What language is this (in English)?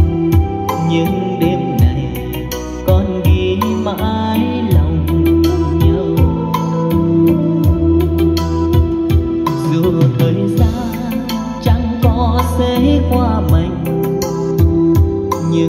Vietnamese